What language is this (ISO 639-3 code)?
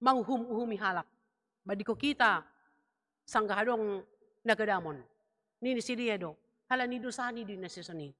bts